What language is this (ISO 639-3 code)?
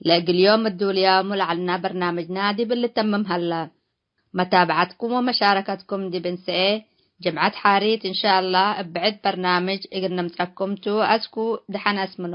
tig